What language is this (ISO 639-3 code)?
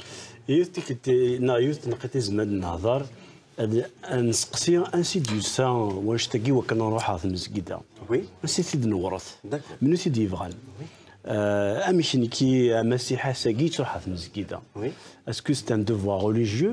kab